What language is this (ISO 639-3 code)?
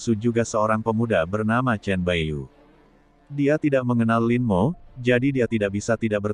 ind